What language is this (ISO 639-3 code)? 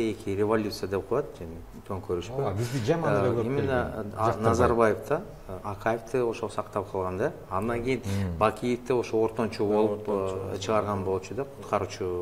kir